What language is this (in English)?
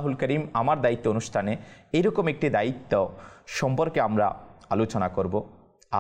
Bangla